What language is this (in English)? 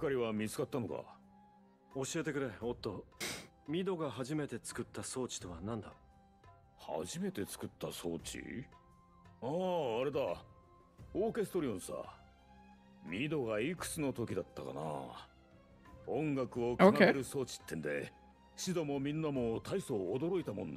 Japanese